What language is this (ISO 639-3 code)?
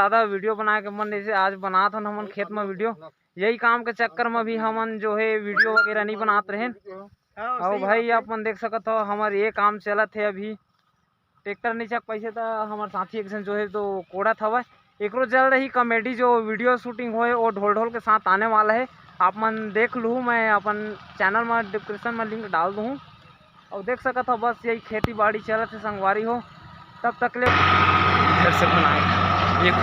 hne